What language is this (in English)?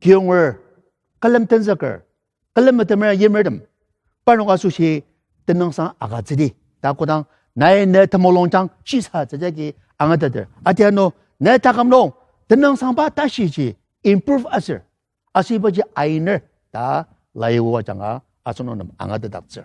Ao Naga